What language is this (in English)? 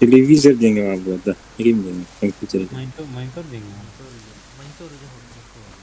Yakut